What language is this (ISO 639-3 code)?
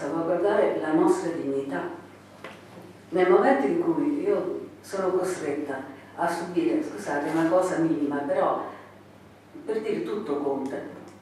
ita